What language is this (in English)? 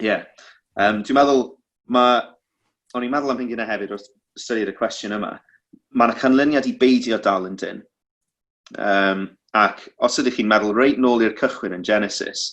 Welsh